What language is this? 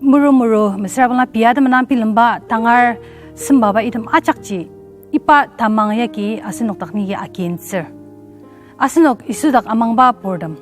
Ao Naga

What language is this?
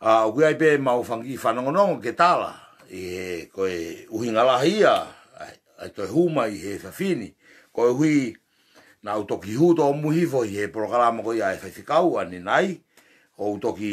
Tongan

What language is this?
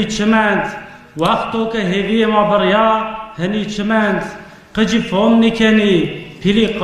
Zaza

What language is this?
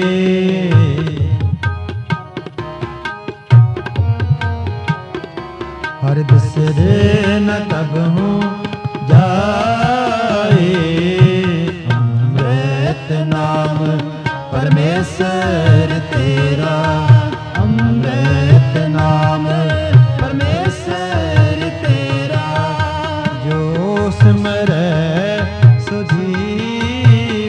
Punjabi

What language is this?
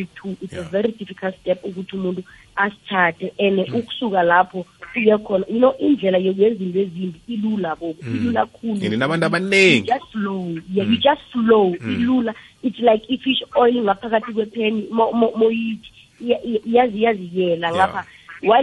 South Ndebele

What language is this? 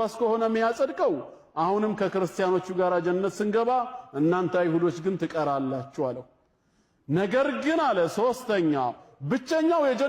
Amharic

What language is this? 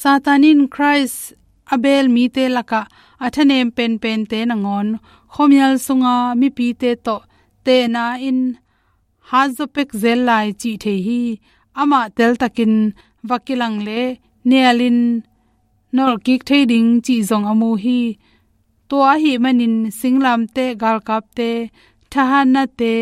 Tedim Chin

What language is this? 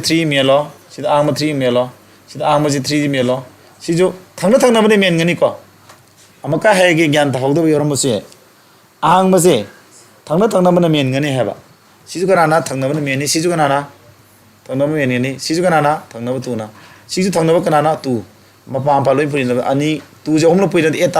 Manipuri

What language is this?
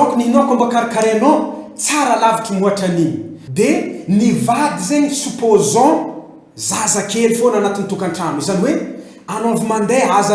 Malagasy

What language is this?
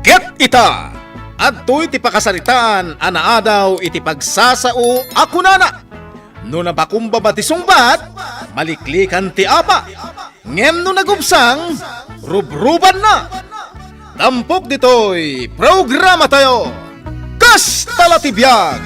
Iloko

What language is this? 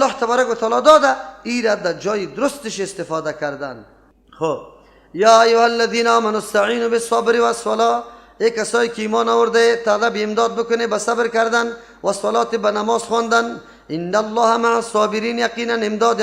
Persian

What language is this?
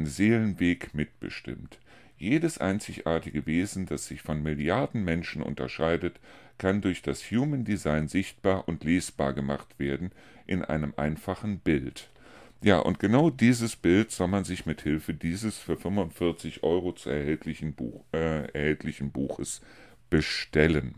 German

